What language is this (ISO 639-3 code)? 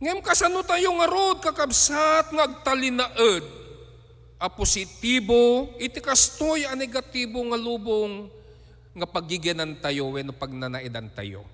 ilo